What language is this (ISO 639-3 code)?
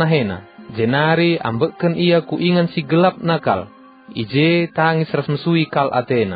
btx